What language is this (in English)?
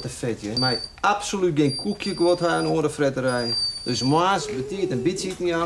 Western Frisian